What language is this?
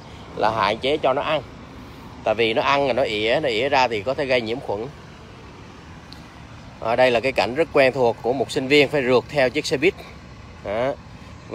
Vietnamese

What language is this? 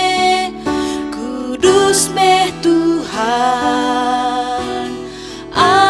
Iban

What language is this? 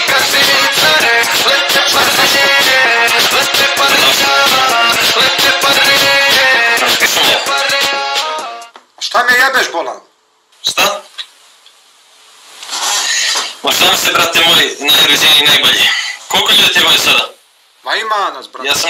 Bosnian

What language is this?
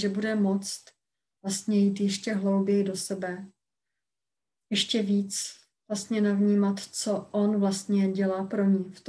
Czech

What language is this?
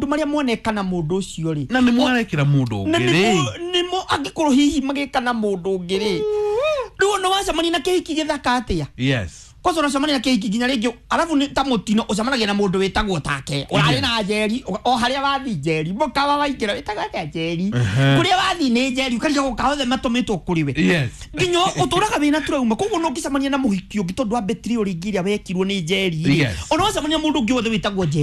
Kikuyu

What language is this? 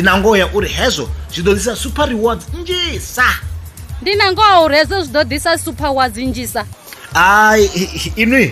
Venda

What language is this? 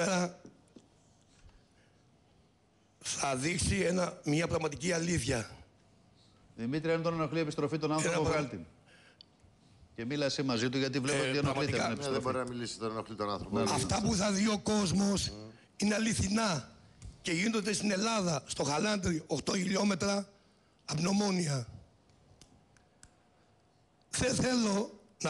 Greek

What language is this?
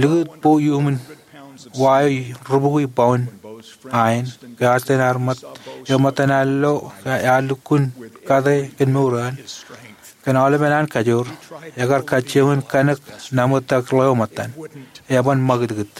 Marshallese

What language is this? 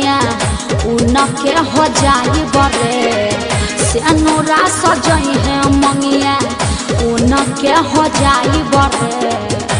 Bhojpuri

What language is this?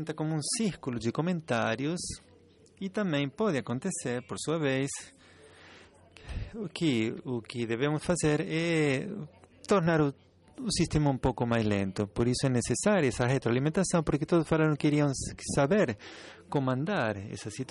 Portuguese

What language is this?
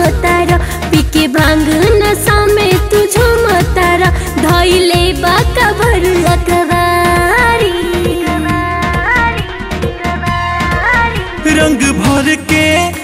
Bhojpuri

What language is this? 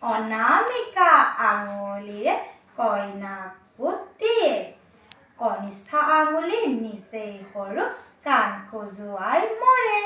Assamese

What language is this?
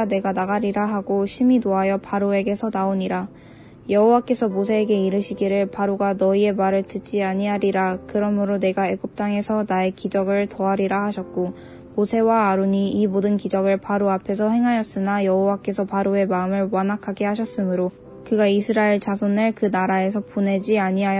Korean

